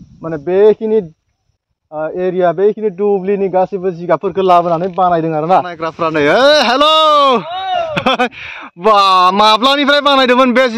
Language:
Bodo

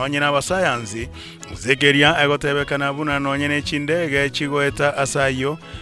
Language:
Gusii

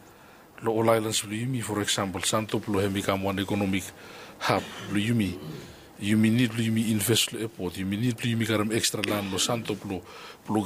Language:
Bislama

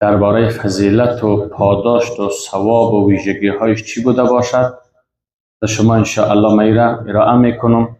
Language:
Persian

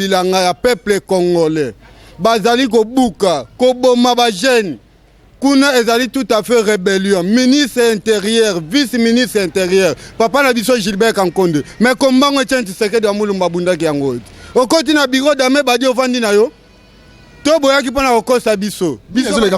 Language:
Lingala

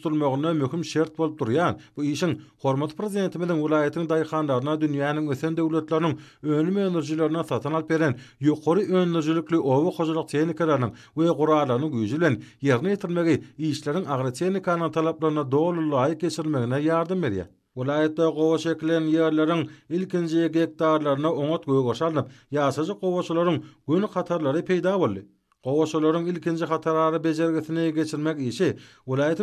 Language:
Turkmen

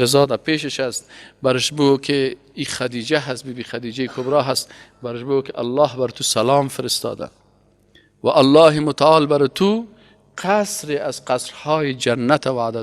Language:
Persian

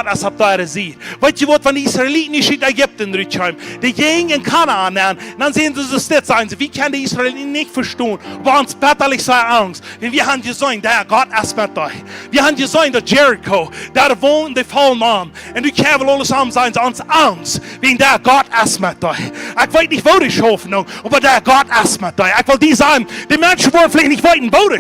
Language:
Plautdietsch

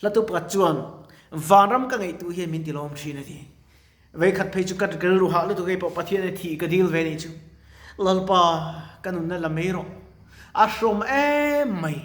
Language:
Mizo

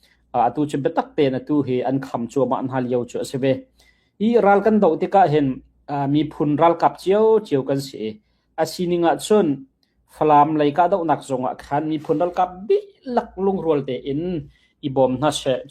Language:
Hakha Chin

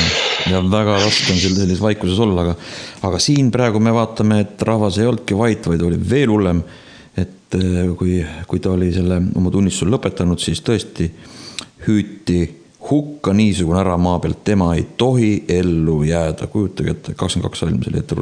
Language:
Estonian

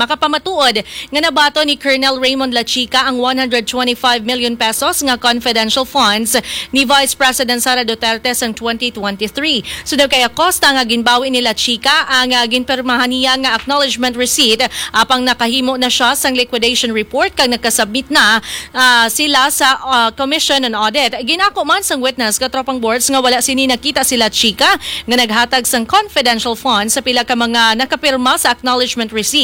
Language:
Hiligaynon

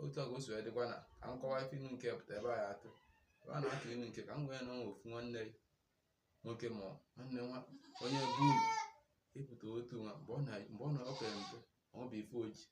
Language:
Igbo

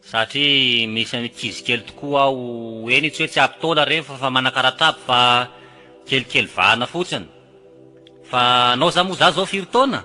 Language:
Malagasy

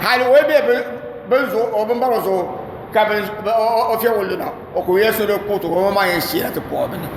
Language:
Dagbani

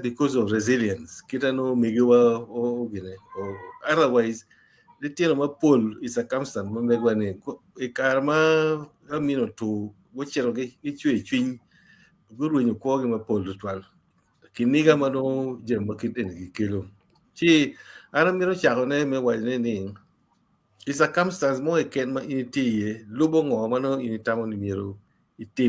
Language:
Acoli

